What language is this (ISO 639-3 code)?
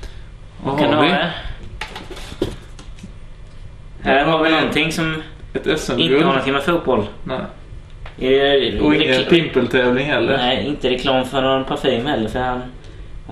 swe